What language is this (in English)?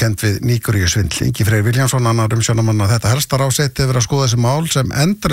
Icelandic